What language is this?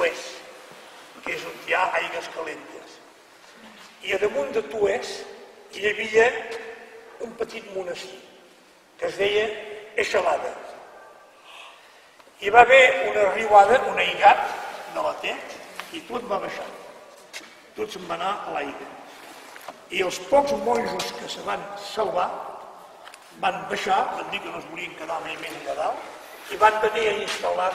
Catalan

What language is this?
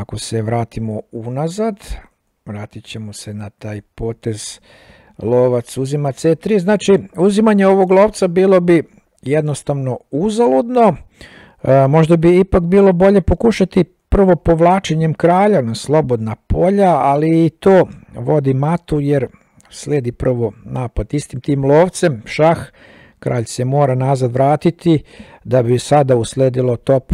Serbian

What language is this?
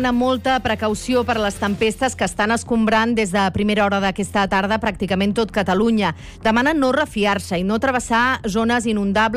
Catalan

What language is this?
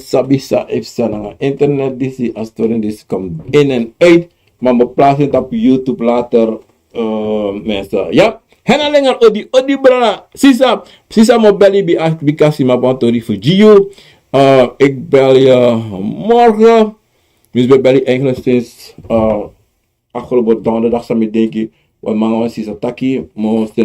Sranan Tongo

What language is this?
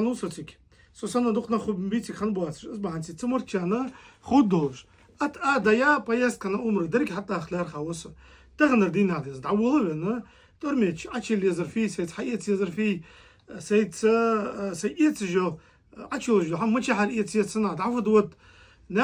Ingush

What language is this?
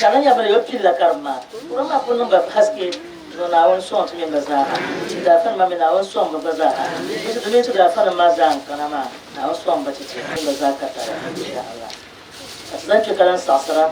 Dagbani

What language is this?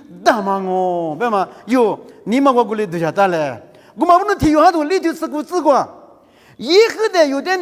Lisu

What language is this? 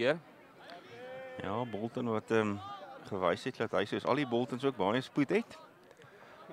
Afrikaans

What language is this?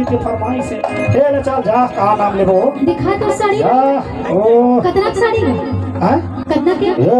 Chhattisgarhi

